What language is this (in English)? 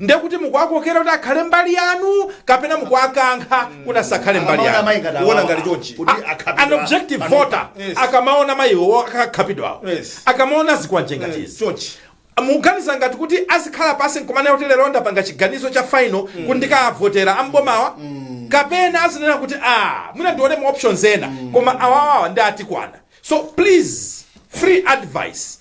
Nyanja